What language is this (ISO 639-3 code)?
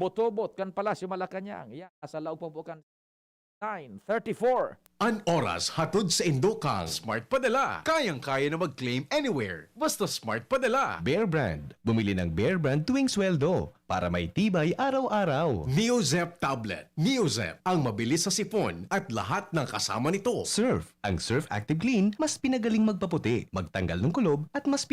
bik